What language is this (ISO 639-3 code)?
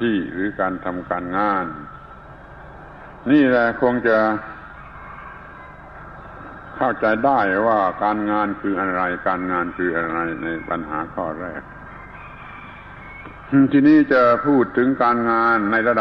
tha